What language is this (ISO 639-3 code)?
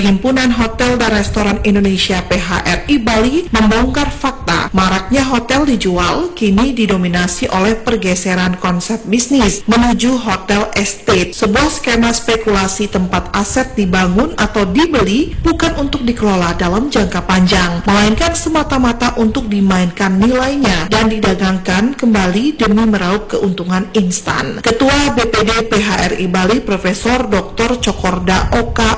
ind